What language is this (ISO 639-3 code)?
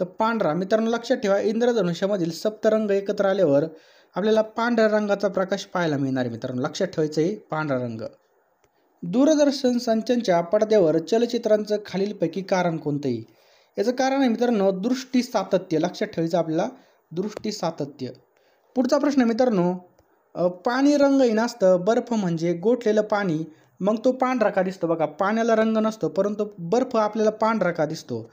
mar